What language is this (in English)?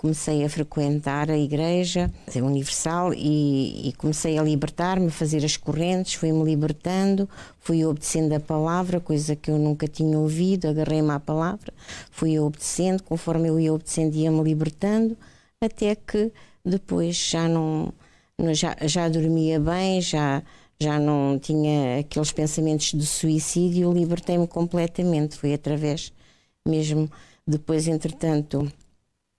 Portuguese